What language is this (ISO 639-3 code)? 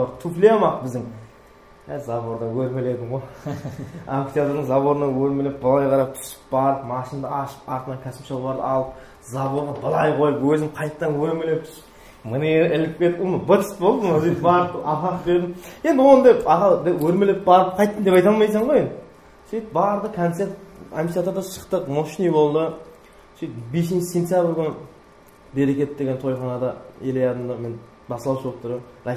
kaa